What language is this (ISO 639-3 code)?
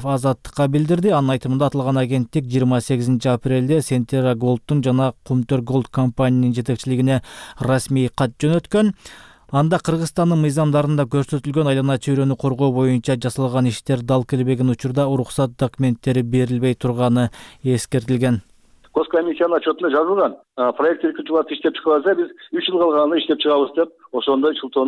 kir